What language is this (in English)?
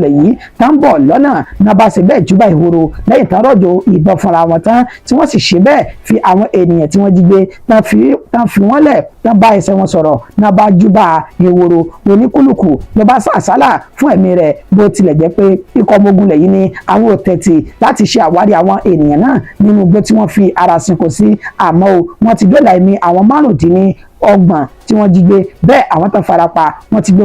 Yoruba